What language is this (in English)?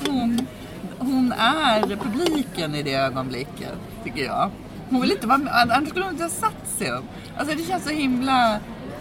Swedish